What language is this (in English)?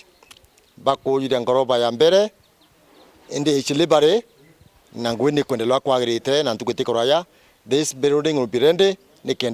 Meru